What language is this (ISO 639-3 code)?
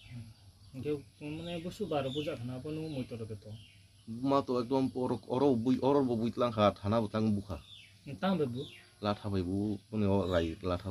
ria